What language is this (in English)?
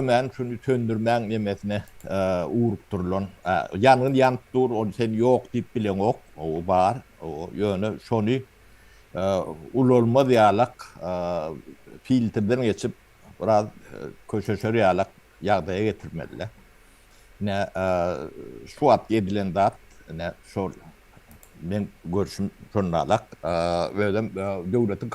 Turkmen